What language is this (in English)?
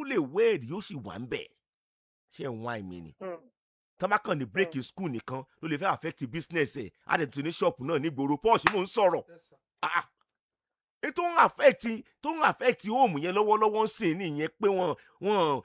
Yoruba